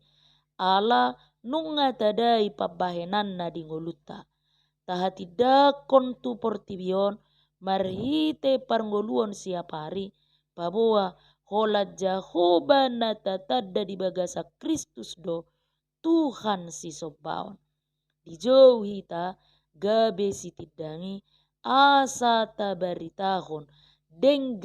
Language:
Batak Toba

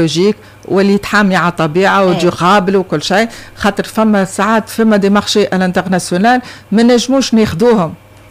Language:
Tunisian Arabic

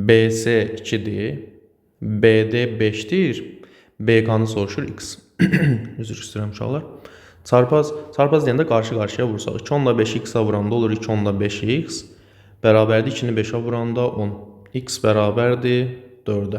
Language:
Azerbaijani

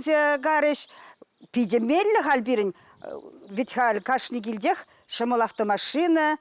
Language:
Chuvash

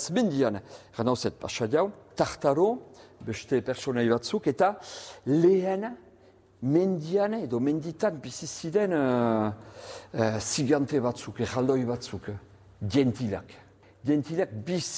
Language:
Basque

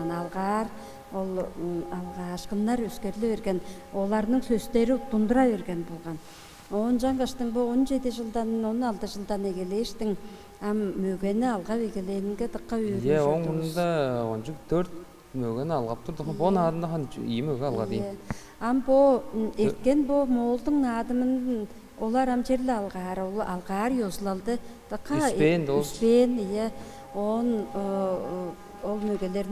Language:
Tuvinian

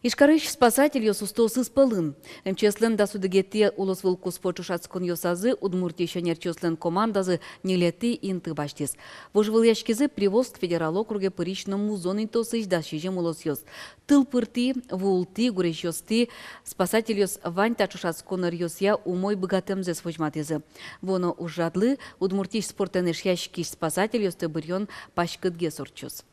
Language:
Udmurt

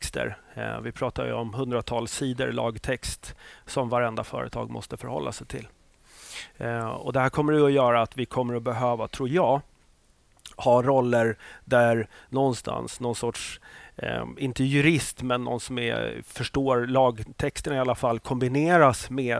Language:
Swedish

